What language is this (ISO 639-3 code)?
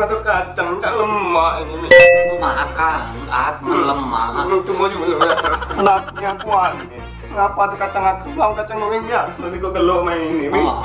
mui